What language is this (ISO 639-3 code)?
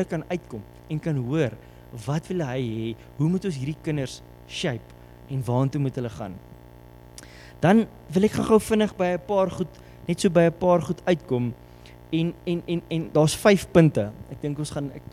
afr